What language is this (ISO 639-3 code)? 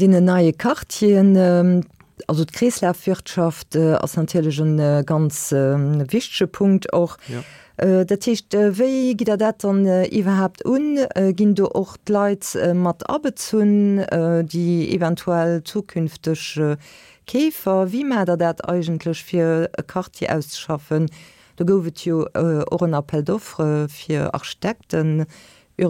ltz